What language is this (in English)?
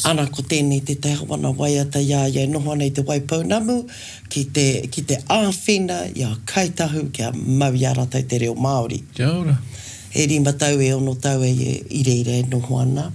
Māori